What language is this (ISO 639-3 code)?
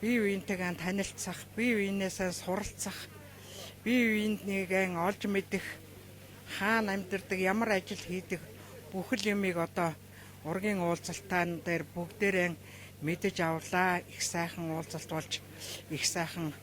mon